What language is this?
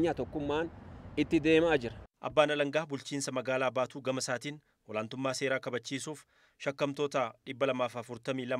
Oromo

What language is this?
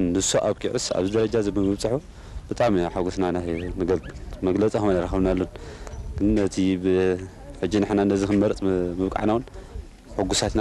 Tigrinya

